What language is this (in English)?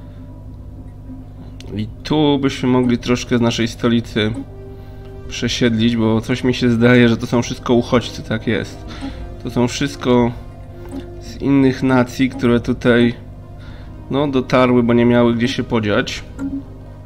Polish